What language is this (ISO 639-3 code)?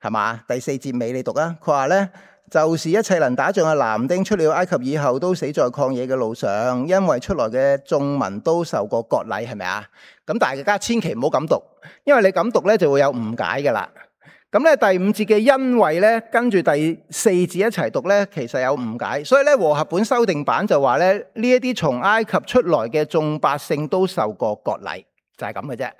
yue